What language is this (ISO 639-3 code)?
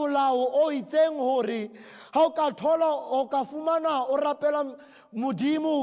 sot